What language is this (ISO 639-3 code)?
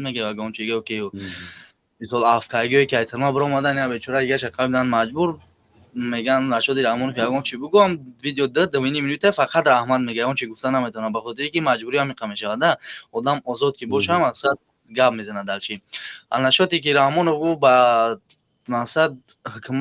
tgk